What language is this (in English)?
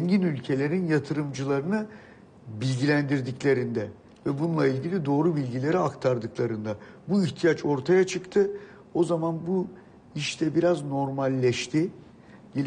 Turkish